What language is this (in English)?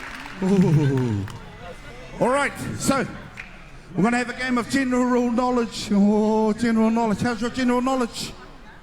Māori